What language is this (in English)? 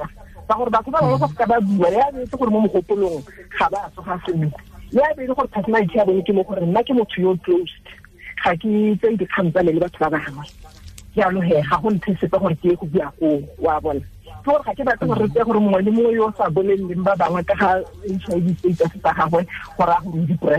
Tswana